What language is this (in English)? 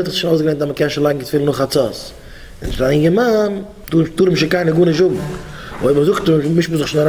Yiddish